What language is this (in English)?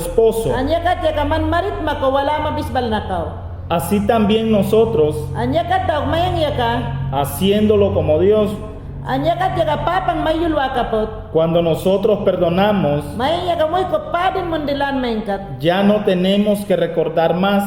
Mayangna